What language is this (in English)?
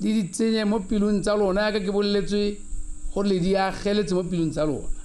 Tswana